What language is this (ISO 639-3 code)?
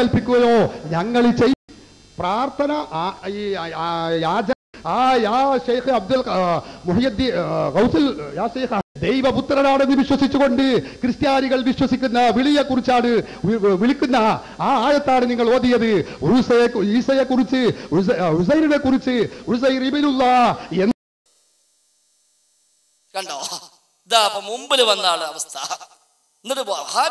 mal